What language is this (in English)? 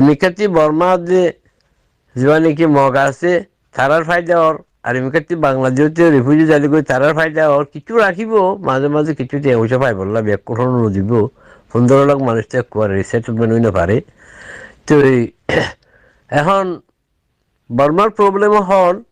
Rohingya